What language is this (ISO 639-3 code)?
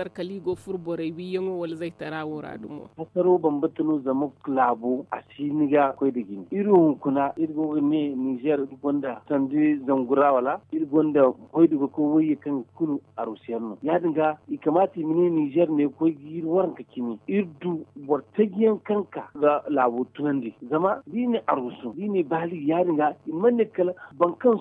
dje